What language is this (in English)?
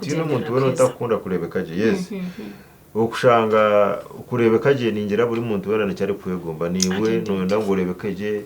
Nyankole